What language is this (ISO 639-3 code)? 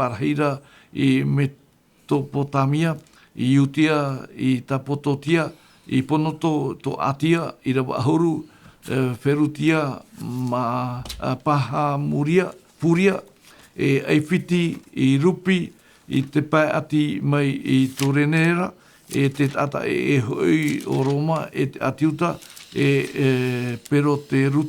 tah